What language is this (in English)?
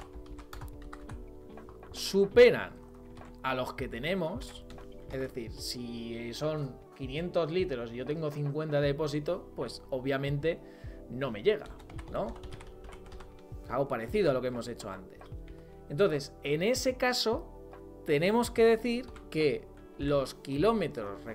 Spanish